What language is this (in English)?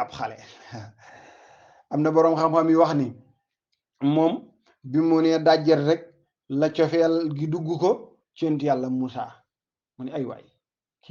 Wolof